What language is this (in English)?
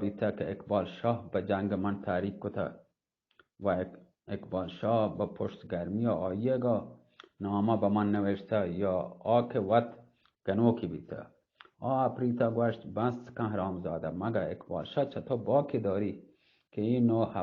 Eastern Balochi